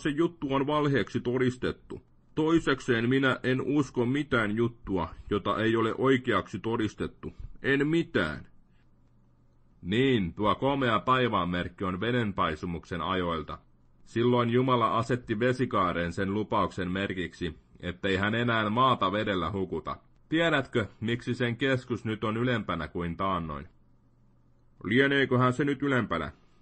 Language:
Finnish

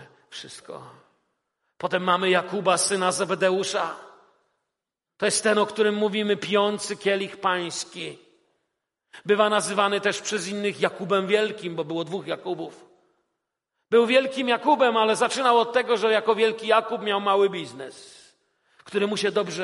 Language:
Polish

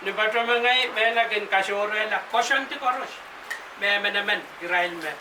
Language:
Pohnpeian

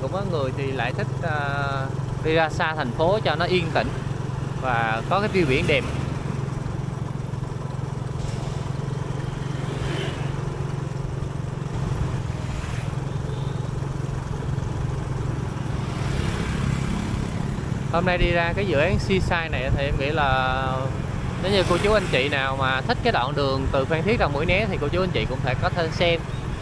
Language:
Vietnamese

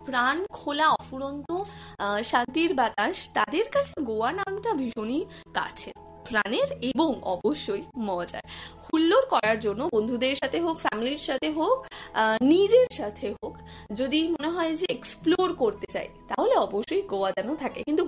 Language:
Bangla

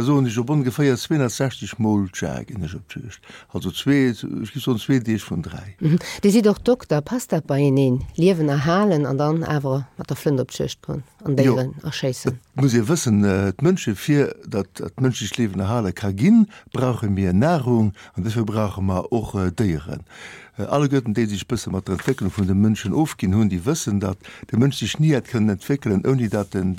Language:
Luxembourgish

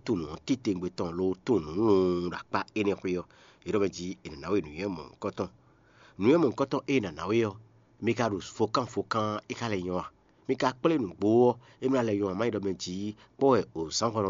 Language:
Fon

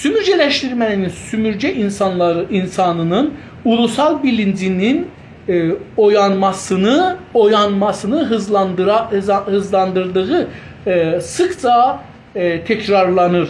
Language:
South Azerbaijani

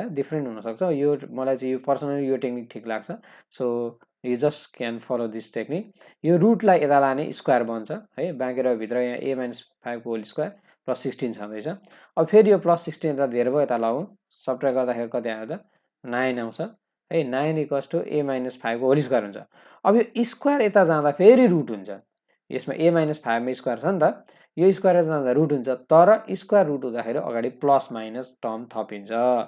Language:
Nepali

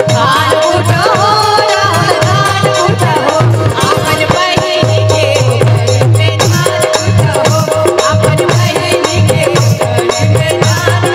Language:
Bhojpuri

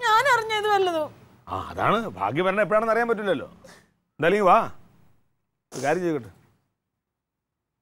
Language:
Malayalam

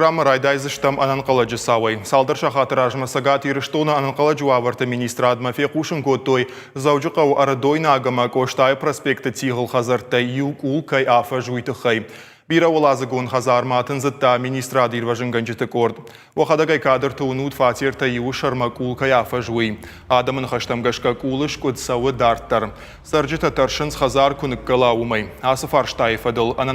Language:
Ossetic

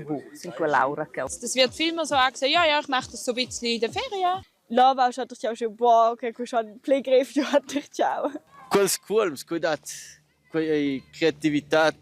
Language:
Romansh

